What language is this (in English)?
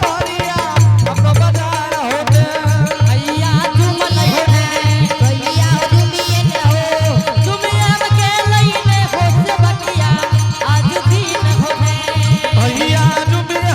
Angika